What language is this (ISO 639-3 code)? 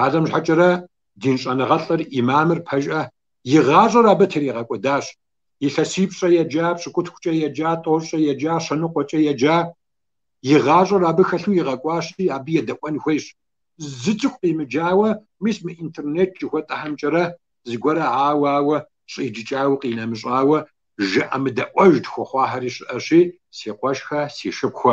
kbd